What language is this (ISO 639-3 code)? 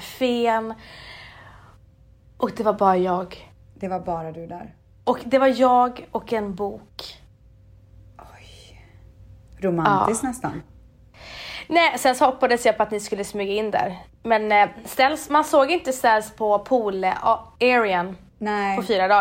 swe